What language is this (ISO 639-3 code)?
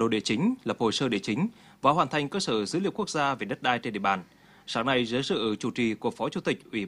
vie